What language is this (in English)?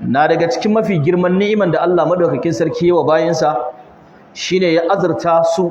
Hausa